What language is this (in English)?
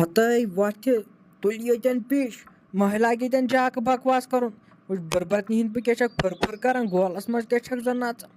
Kashmiri